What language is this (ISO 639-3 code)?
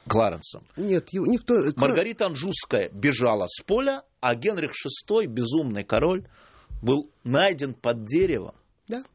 rus